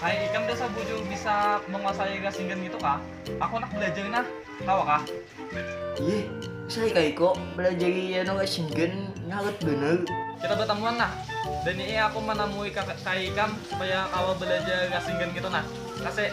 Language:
Banjar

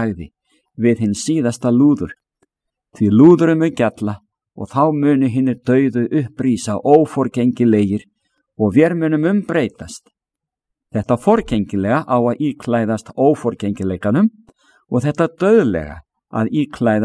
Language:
Icelandic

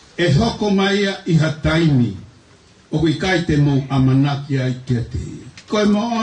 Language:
Tongan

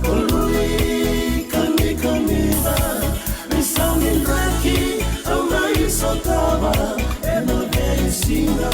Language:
Fijian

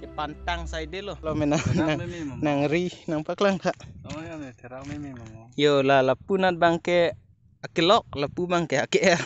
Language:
Karbi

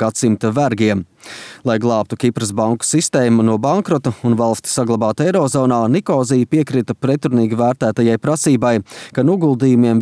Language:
Latvian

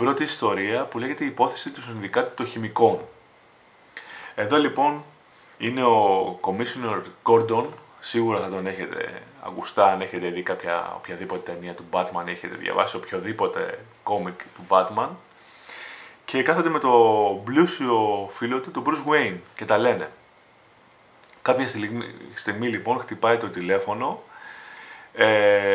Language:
Greek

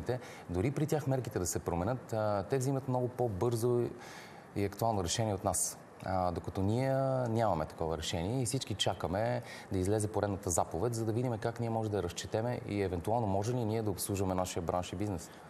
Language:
Bulgarian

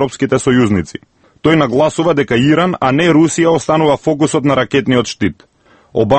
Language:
Macedonian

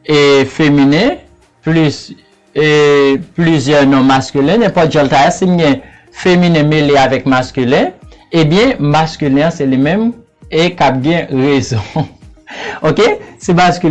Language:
Haitian Creole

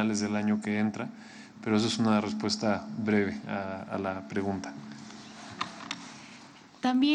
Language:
Spanish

